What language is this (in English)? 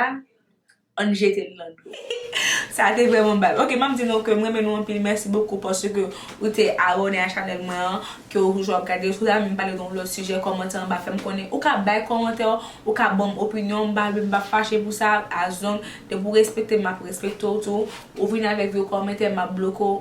Haitian Creole